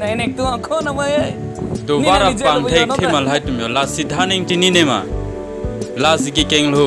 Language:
Karbi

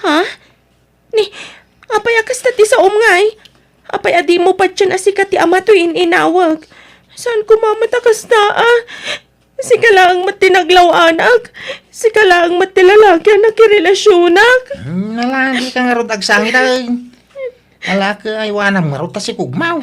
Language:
Iloko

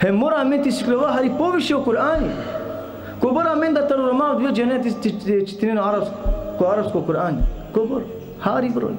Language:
Balkan Romani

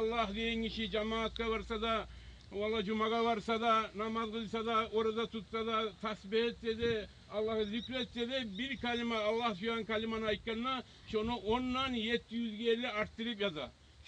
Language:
Kumyk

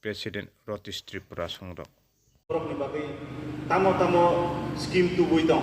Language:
Kok Borok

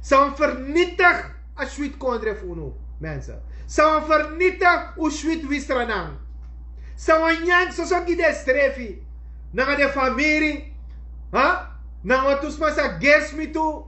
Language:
Sranan Tongo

